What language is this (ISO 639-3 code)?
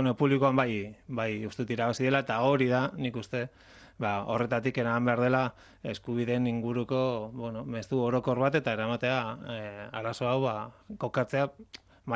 eus